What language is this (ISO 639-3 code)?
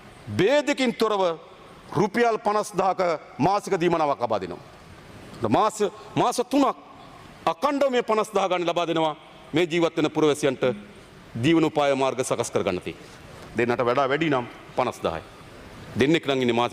sin